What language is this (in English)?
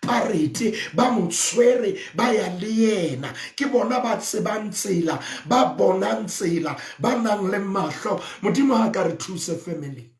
Southern Sotho